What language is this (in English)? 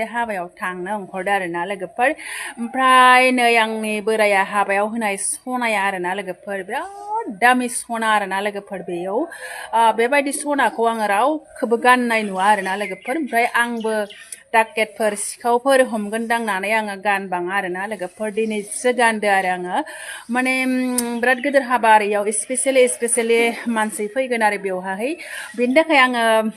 Bodo